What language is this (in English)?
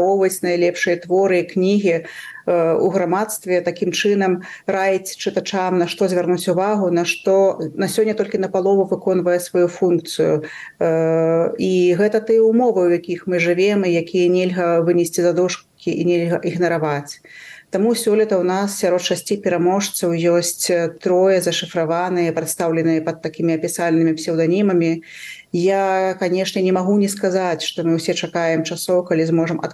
Belarusian